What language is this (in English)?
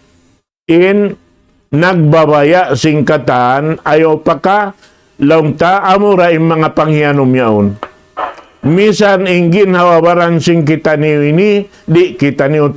Tausug